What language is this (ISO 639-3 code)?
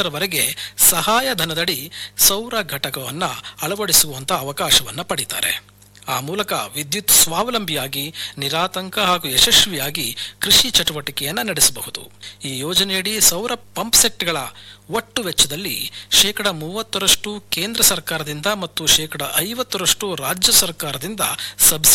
kan